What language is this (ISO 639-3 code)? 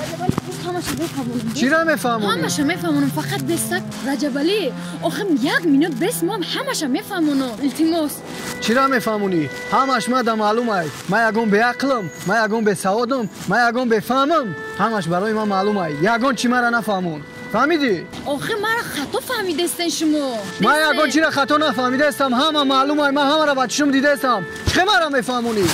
tgk